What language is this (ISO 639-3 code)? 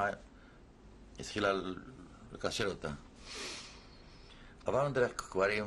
heb